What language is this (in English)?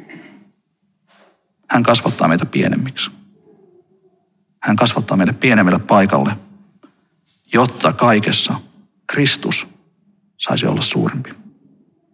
Finnish